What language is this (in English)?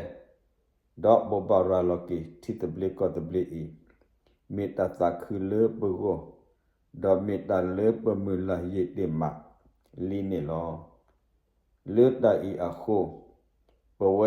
S'gaw Karen